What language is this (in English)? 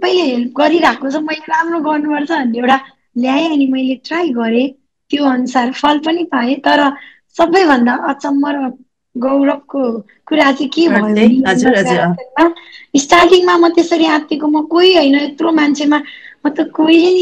Nepali